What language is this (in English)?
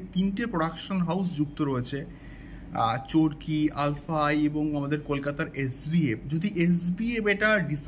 Bangla